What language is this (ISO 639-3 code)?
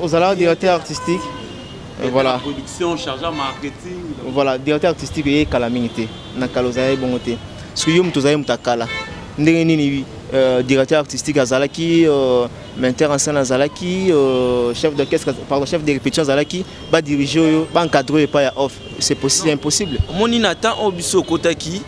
lin